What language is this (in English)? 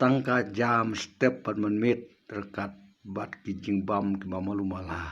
Khasi